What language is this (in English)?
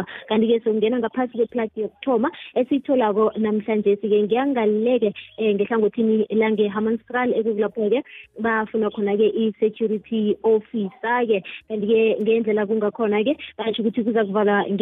South Ndebele